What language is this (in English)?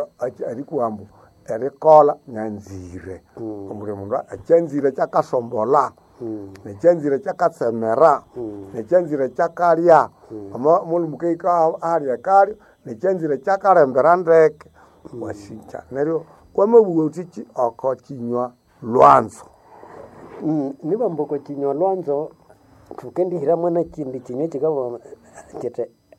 Nande